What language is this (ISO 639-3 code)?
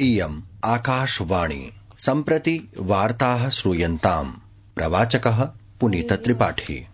san